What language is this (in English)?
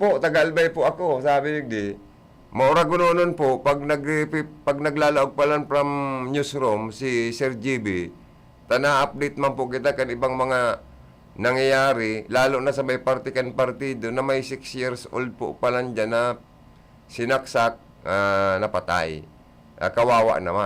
Bikol